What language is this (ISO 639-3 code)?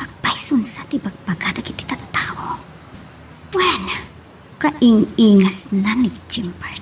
ilo